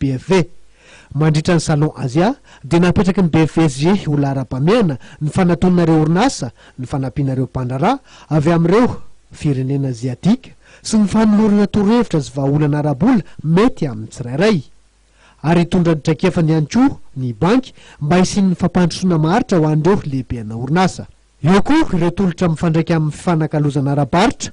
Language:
Malagasy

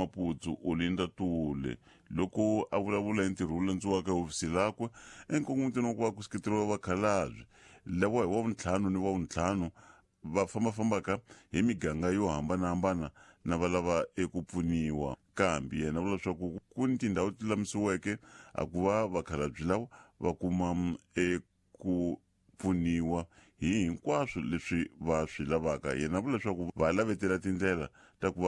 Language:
Tsonga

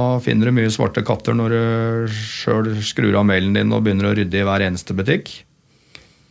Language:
Norwegian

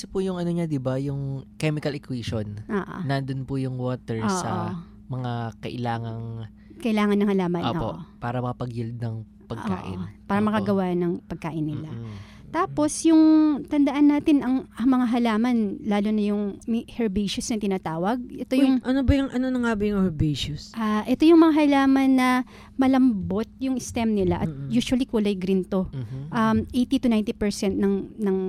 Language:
Filipino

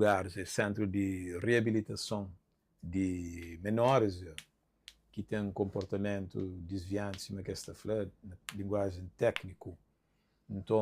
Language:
Kabuverdianu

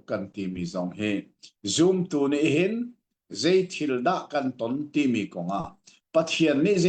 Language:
Hakha Chin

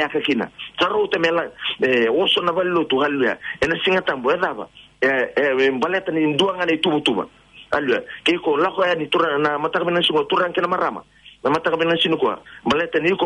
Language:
Fijian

